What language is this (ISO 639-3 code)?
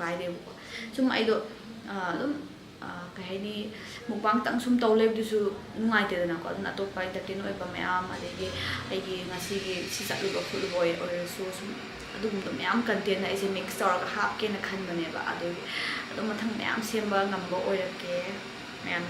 mni